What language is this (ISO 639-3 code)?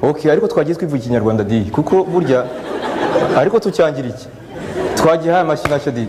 kin